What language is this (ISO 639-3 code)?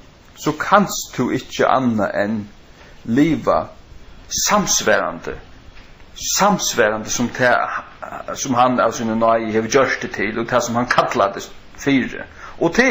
fao